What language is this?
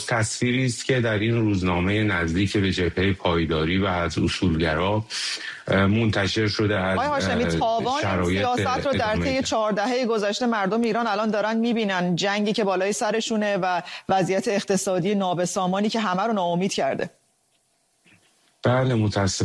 Persian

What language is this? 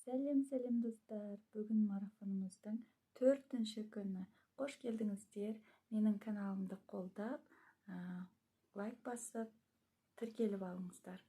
Kazakh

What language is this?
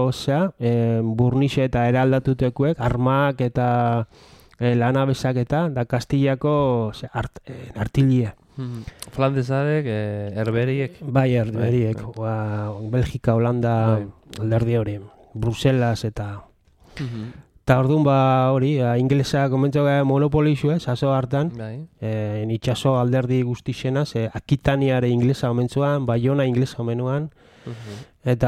Basque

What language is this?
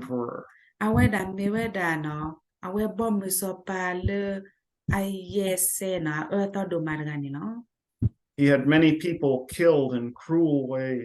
S'gaw Karen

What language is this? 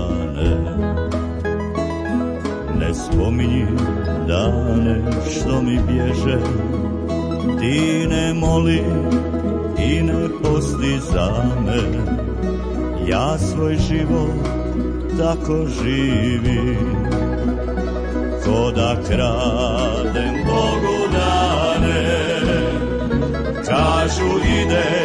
Croatian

